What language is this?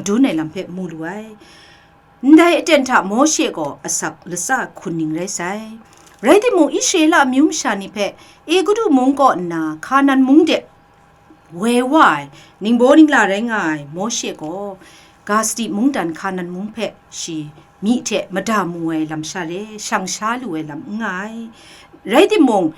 Kachin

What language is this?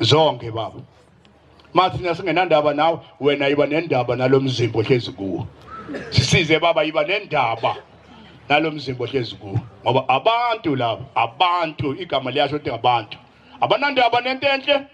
Zulu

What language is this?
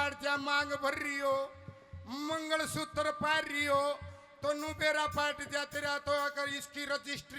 Haryanvi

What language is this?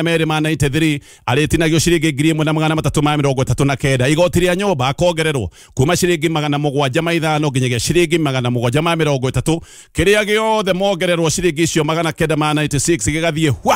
Kikuyu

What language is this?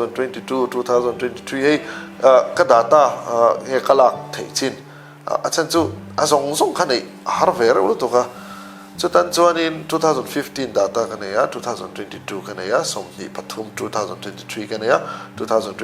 Mizo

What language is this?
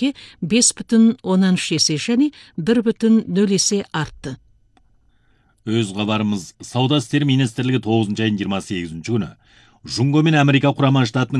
Kazakh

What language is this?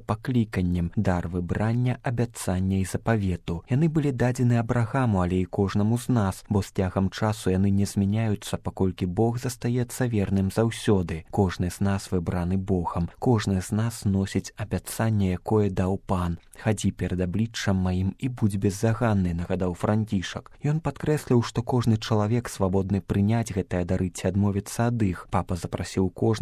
Belarusian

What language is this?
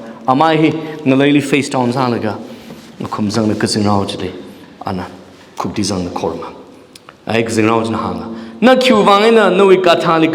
Tangkhul Naga (India)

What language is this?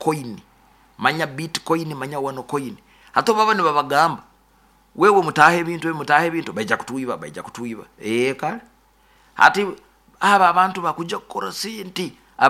Nyoro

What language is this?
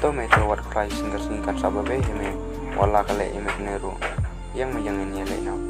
Khasi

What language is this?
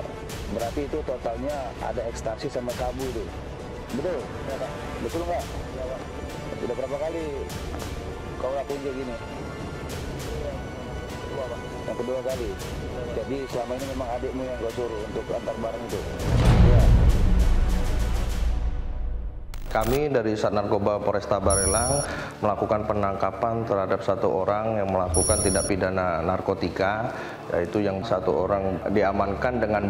Indonesian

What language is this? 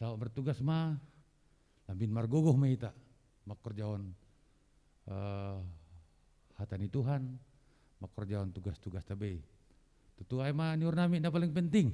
Batak Simalungun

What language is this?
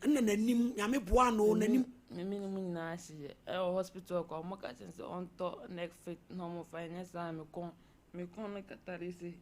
Akan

